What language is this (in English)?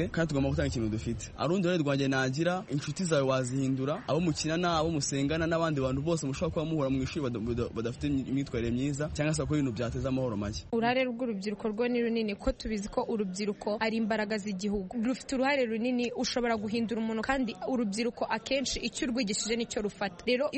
Kinyarwanda